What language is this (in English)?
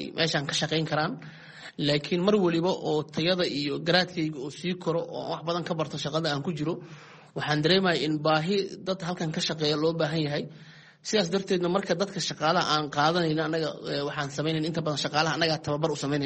Somali